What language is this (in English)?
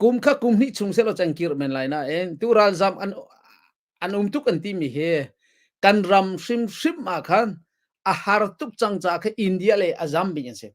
Hakha Chin